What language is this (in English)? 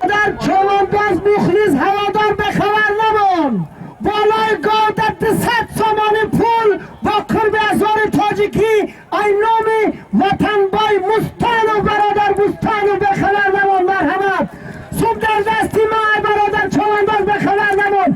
Tajik